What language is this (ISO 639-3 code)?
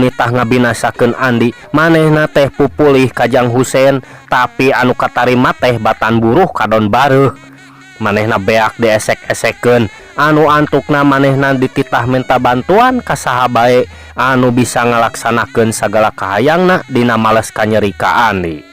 sun